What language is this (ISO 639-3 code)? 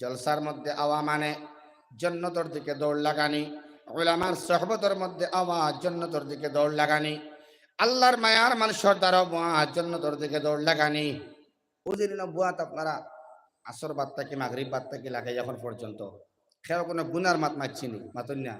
syl